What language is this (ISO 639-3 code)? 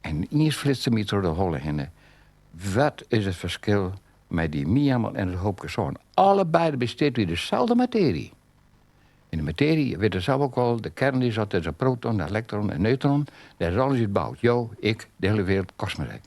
fry